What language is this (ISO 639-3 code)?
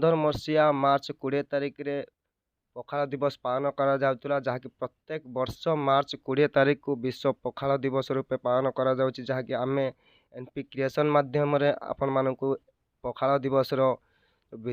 ori